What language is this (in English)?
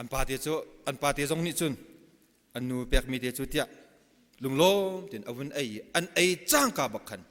Hakha Chin